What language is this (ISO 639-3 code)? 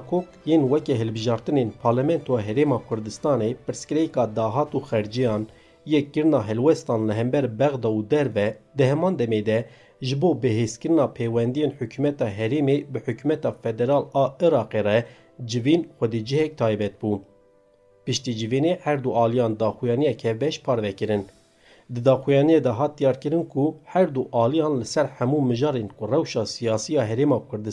kur